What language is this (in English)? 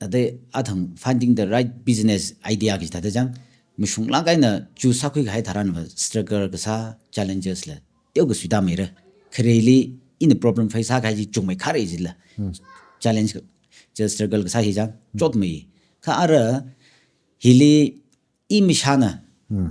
Tangkhul Naga (India)